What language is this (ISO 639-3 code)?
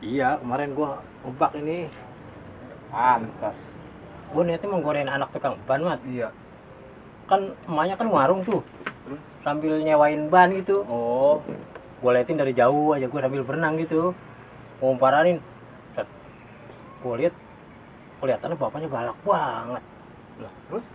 bew